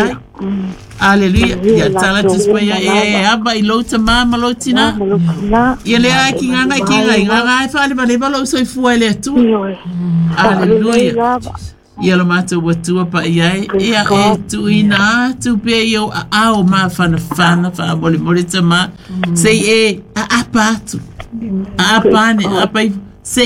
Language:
Samoan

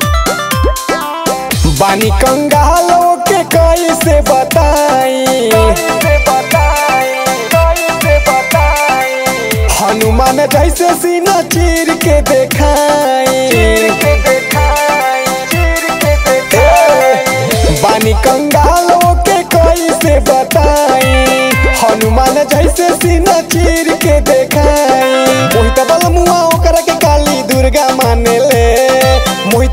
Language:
Bhojpuri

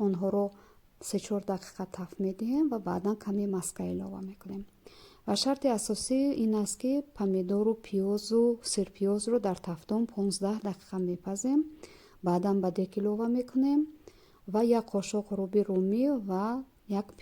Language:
Tajik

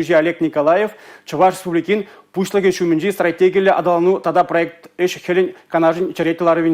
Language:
Chuvash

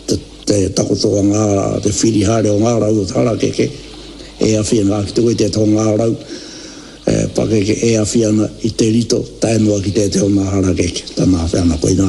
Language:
Māori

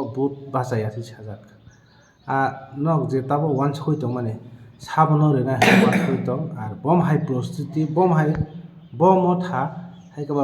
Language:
Kok Borok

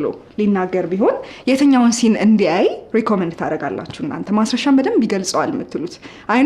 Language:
Amharic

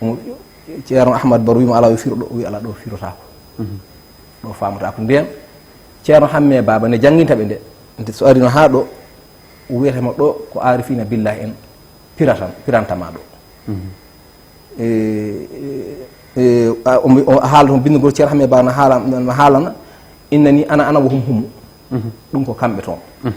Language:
Fula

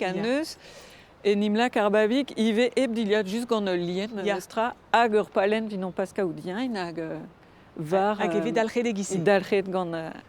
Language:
Breton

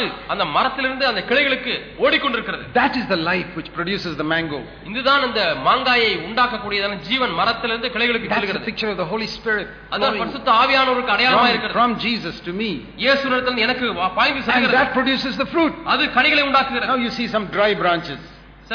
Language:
Tamil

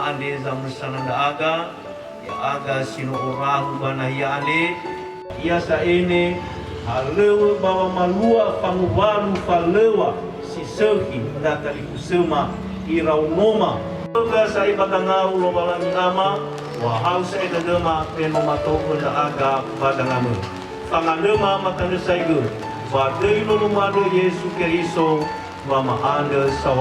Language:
Nias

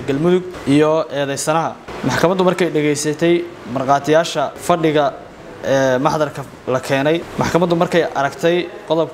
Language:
Somali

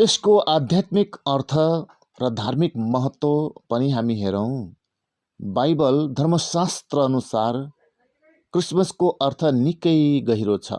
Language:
Nepali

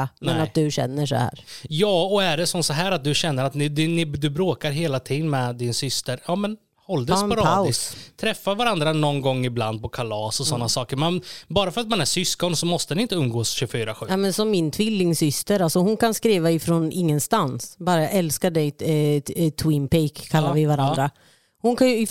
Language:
Swedish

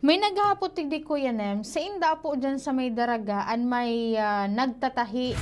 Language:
Bikol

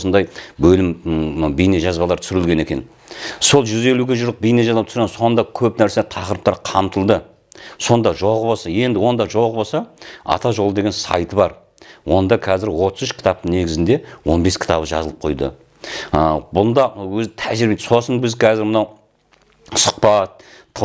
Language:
Kazakh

